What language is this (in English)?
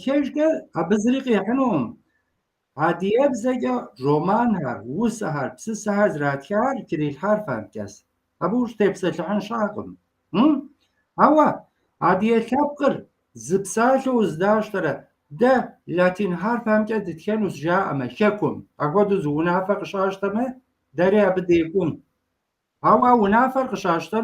Kabardian